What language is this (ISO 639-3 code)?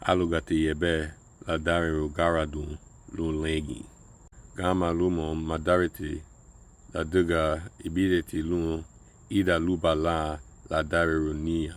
cab